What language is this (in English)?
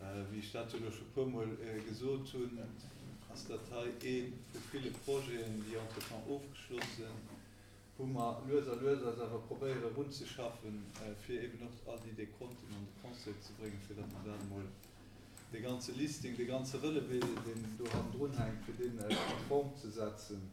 Luxembourgish